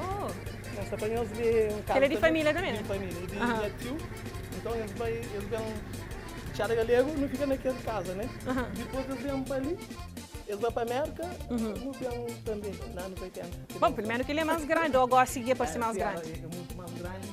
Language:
Kabuverdianu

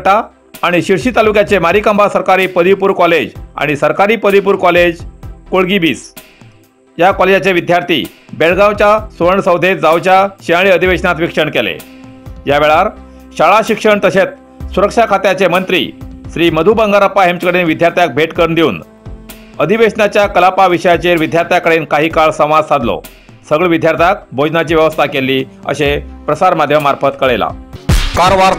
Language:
Konkani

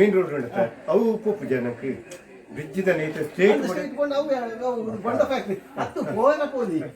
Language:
Tulu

